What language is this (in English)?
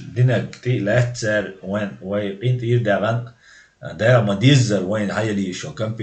Chechen